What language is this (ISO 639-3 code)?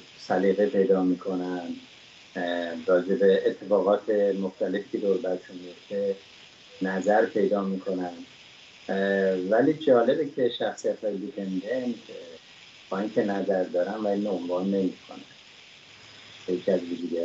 fas